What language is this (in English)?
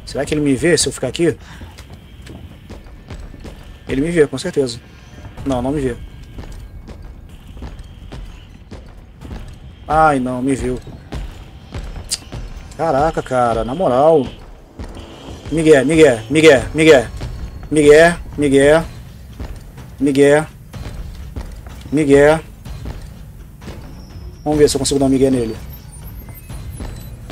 Portuguese